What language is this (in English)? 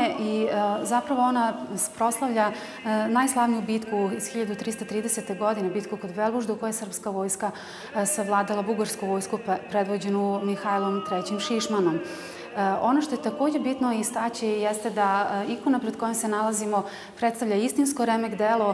Serbian